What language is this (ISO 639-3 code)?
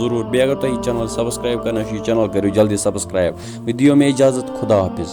kas